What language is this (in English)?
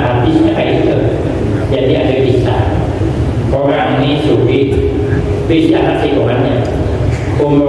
Banjar